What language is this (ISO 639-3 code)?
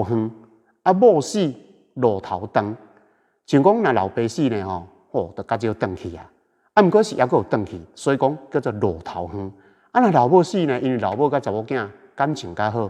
nan